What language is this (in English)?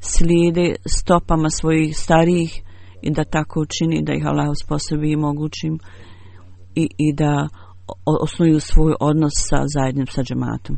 Bosnian